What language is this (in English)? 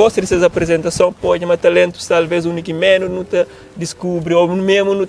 Kabuverdianu